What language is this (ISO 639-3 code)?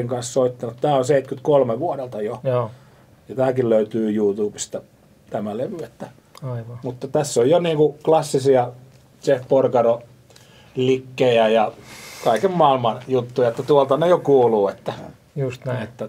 fin